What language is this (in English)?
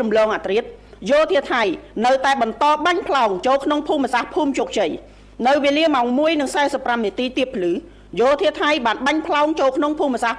Khmer